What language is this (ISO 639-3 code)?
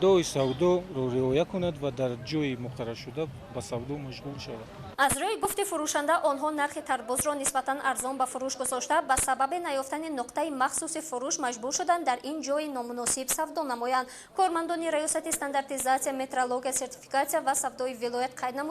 tgk